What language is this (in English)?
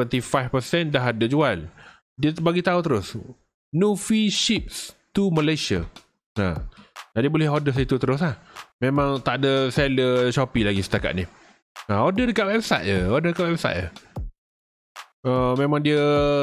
Malay